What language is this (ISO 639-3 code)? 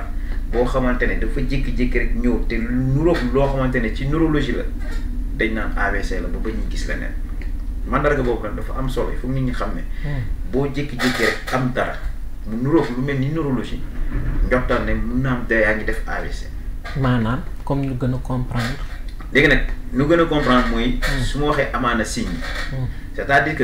wol